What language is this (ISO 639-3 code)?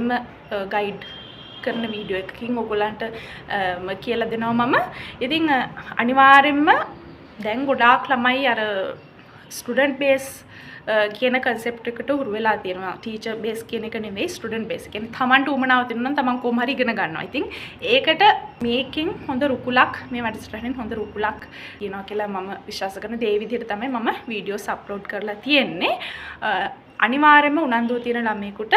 sin